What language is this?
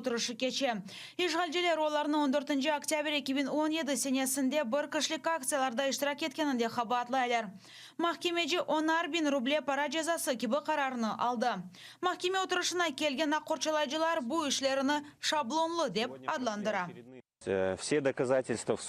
Crimean Tatar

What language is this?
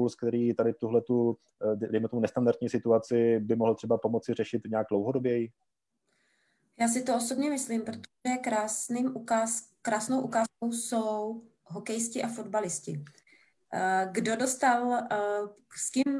Czech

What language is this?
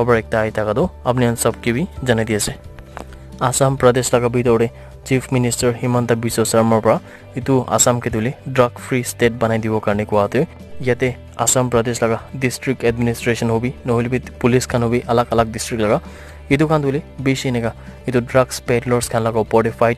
Naga Pidgin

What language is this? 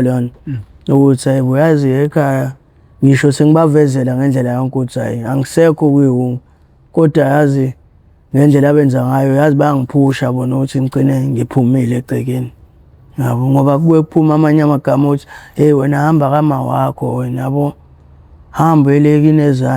Zulu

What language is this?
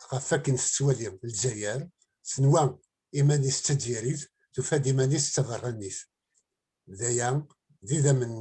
Kabyle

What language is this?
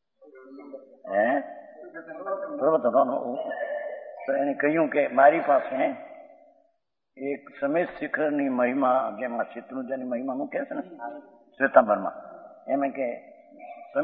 Gujarati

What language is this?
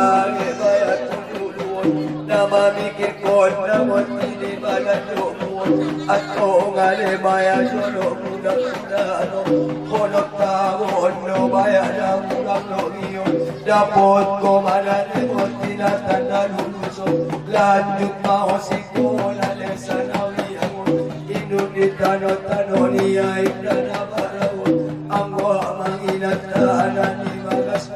Batak Angkola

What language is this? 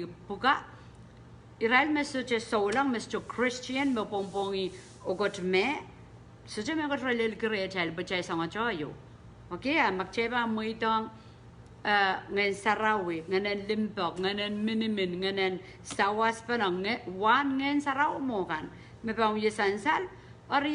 Pohnpeian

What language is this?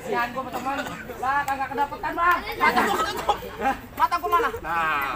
Betawi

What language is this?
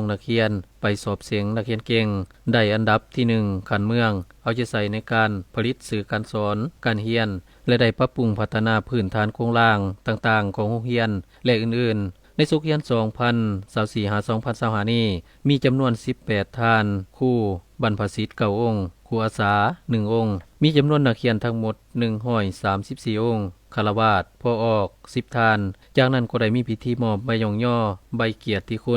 Lao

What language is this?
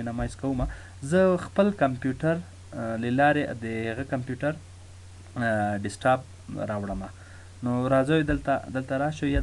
Pashto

